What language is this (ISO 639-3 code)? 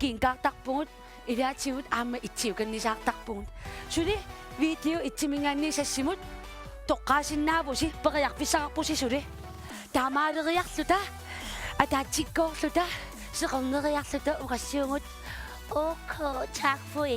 kal